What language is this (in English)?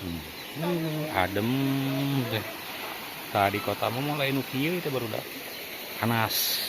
Sundanese